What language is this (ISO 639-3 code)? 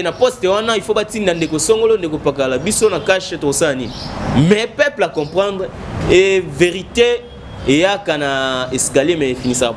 lin